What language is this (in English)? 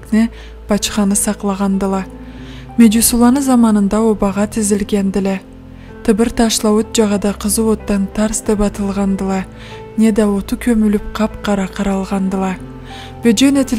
Karachay-Balkar